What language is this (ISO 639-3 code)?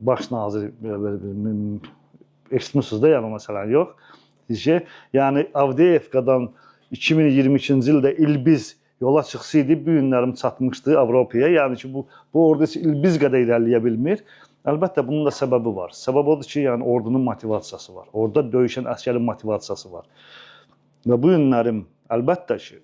aze